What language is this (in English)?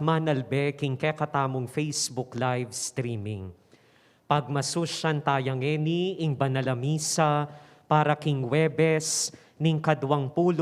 Pampanga